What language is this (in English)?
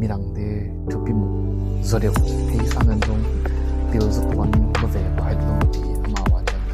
Tedim Chin